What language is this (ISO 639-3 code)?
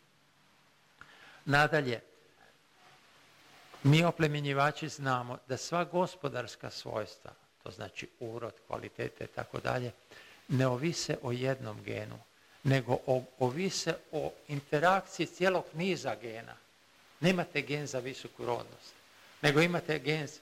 hrv